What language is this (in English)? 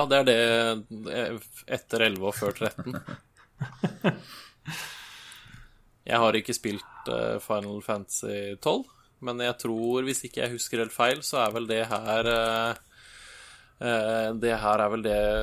Norwegian